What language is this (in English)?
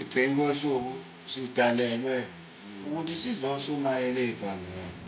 Zulu